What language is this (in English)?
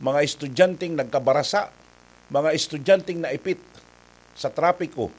Bikol